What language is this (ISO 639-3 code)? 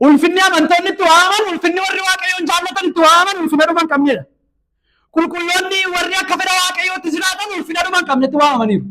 orm